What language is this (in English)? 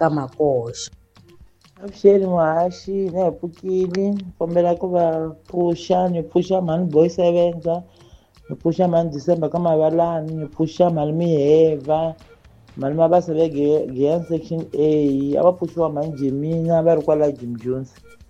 Tsonga